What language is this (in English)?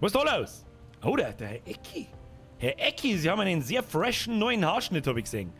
Bavarian